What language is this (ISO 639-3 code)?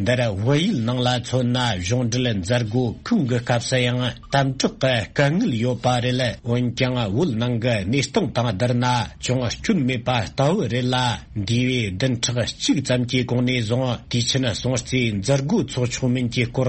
bod